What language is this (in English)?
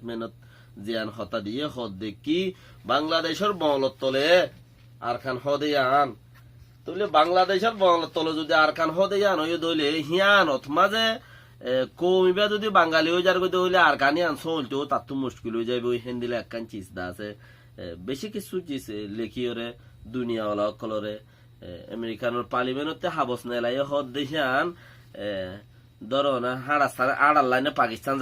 Rohingya